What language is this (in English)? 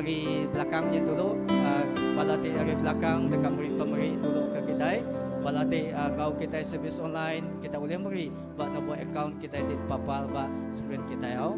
Iban